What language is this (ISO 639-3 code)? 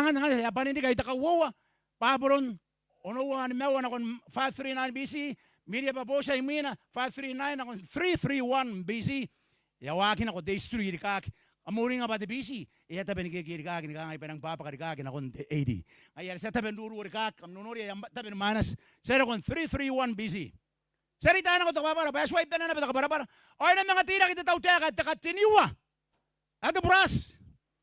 gil